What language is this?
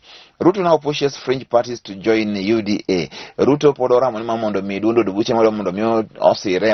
Luo (Kenya and Tanzania)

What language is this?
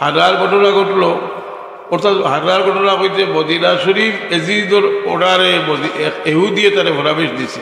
Sylheti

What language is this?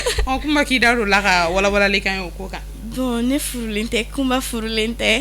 Bambara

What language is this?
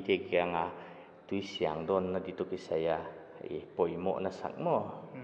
Paite Chin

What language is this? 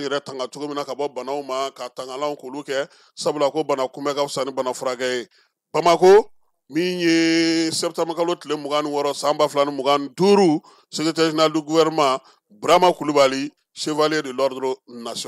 Bambara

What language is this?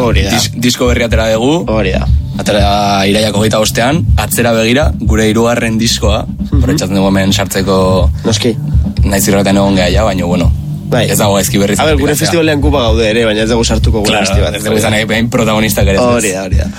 Basque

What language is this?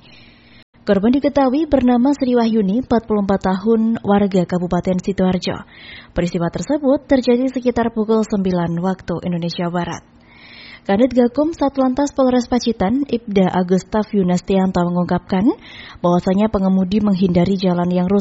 Indonesian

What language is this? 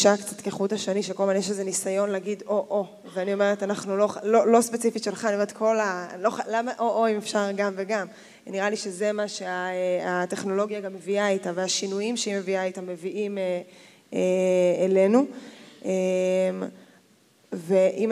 Hebrew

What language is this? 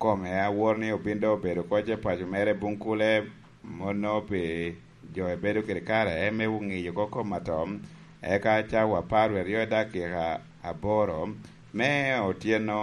Lango (Uganda)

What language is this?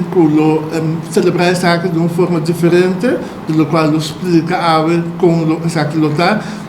Papiamento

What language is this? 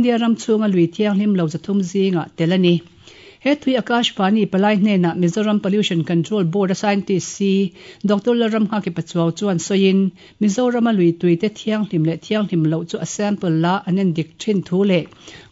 Mizo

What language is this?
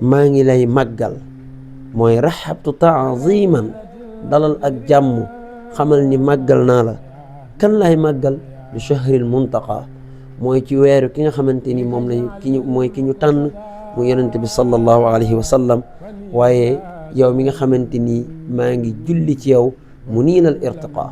Wolof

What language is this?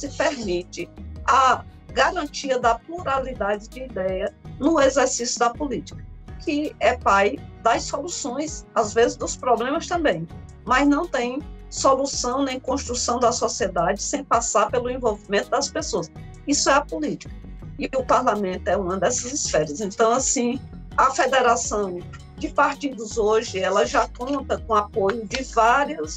Portuguese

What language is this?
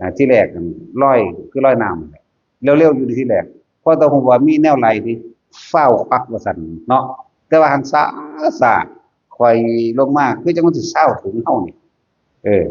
Northeastern Thai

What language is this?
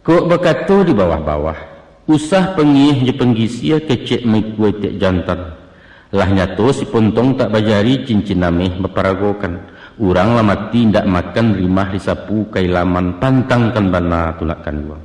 Minangkabau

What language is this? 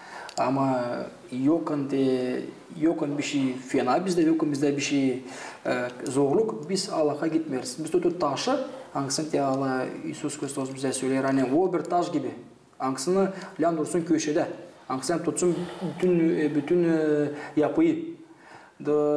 Gagauz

